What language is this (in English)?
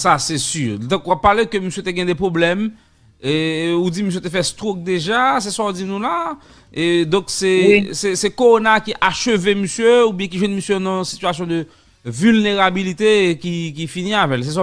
Haitian Creole